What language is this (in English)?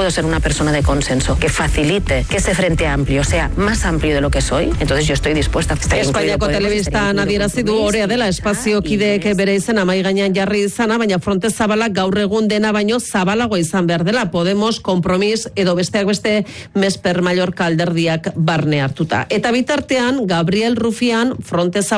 Basque